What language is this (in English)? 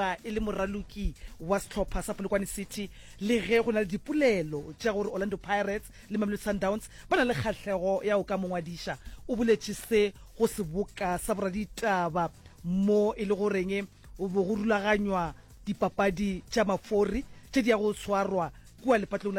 Northern Sotho